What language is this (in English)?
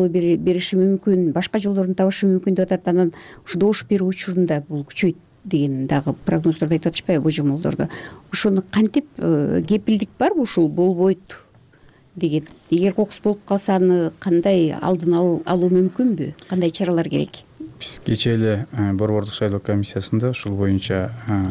Kyrgyz